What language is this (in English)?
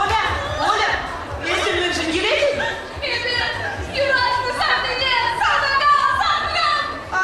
Chuvash